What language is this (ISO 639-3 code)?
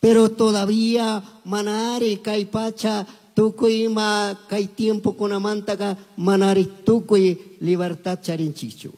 qug